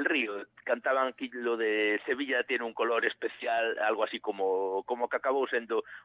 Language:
Galician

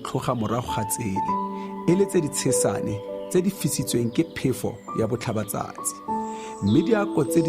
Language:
Tswana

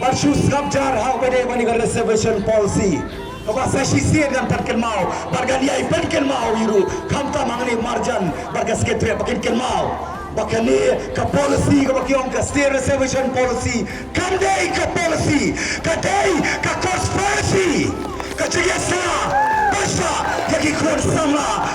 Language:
Khasi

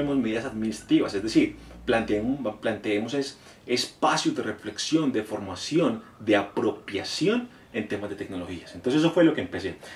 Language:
Spanish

